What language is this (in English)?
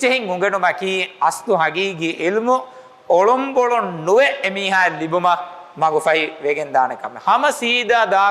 Divehi